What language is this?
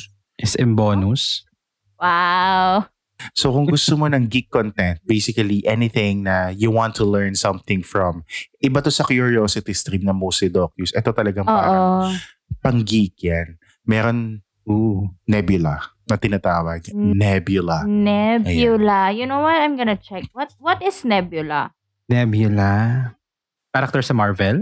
Filipino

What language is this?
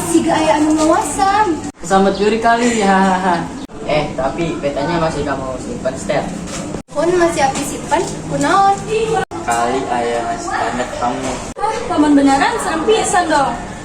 Sundanese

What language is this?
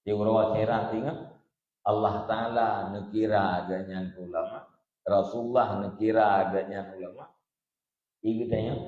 Achinese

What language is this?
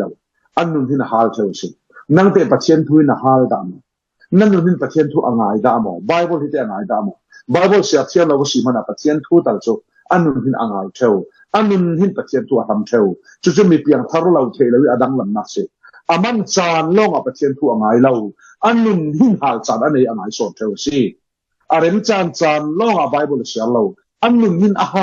Falam Chin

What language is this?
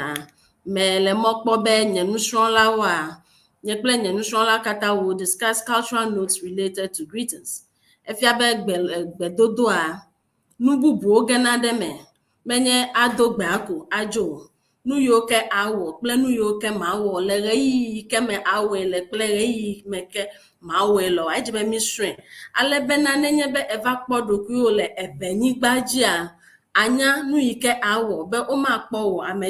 Ewe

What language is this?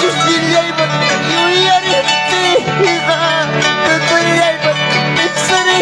Ayacucho Quechua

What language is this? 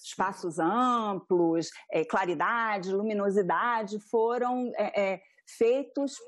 Portuguese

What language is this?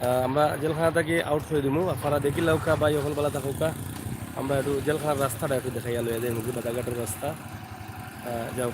Sylheti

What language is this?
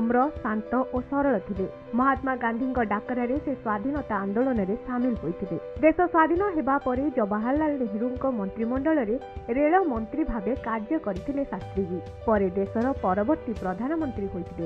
Odia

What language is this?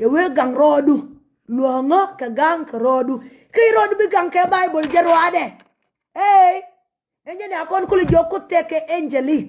Nuer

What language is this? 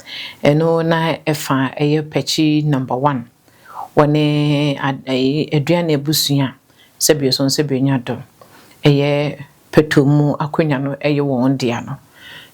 Akan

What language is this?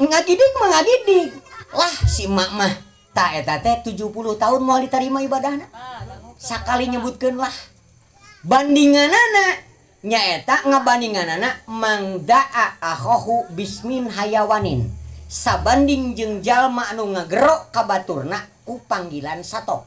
Sundanese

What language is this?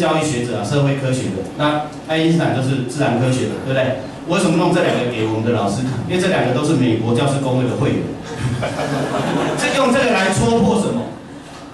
Chinese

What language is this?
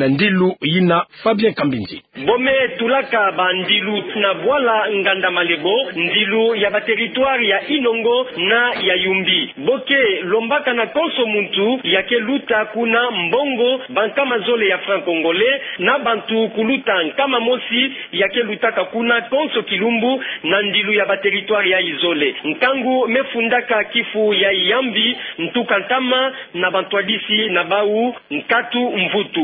Kituba (Democratic Republic of Congo)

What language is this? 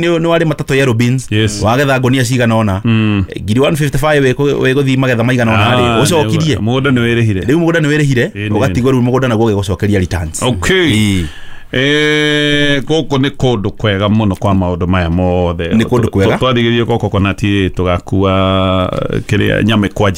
Kikuyu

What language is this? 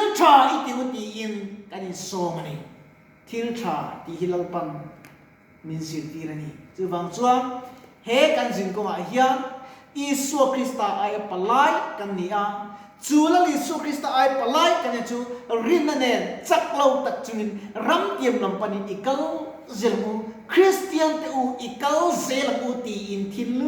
Mizo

